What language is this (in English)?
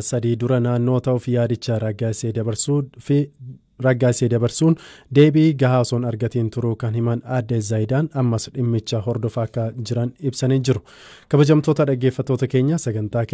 Oromo